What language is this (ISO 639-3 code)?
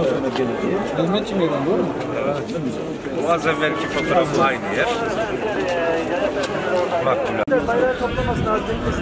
tur